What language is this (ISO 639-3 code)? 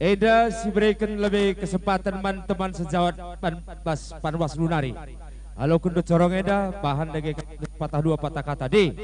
btx